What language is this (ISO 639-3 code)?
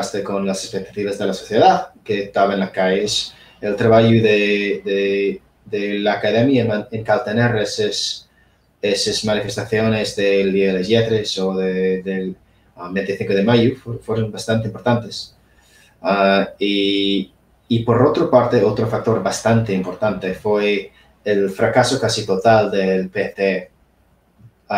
ast